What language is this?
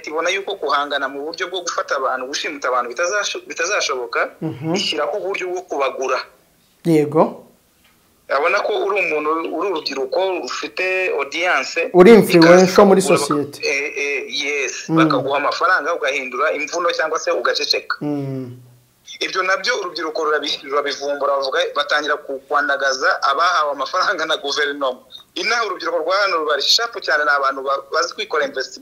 Kinyarwanda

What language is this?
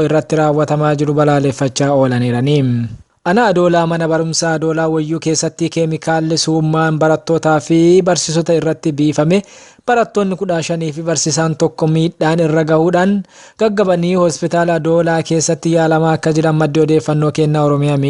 Oromo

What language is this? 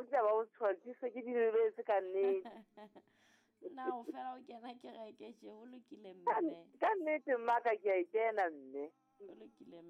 Southern Sotho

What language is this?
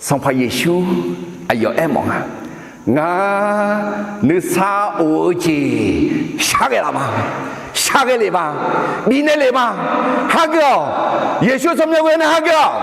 Akha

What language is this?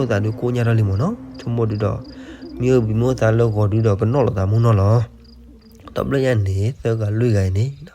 S'gaw Karen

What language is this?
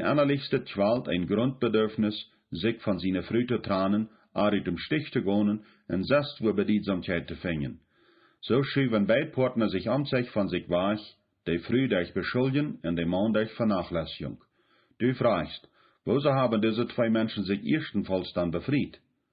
Plautdietsch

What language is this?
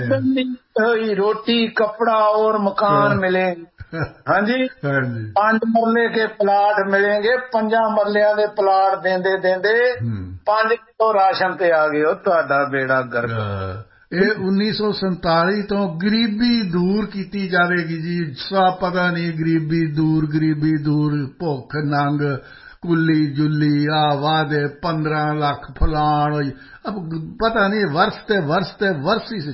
Punjabi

